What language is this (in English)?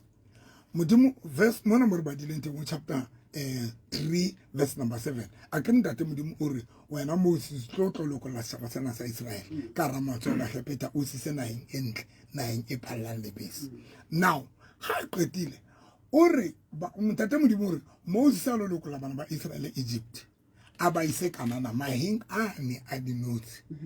Southern Sotho